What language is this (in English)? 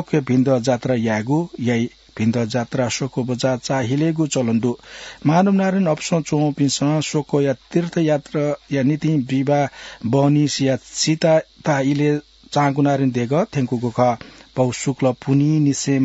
Newari